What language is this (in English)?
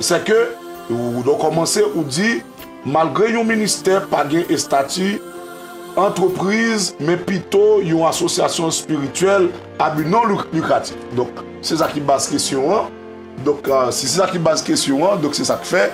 Haitian Creole